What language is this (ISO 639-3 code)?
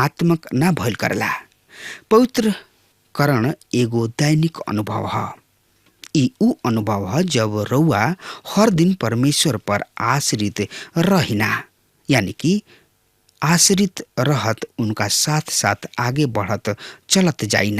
bho